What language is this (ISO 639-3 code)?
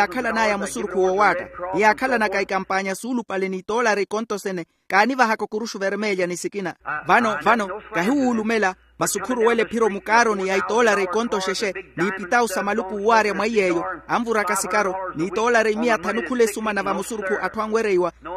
vmw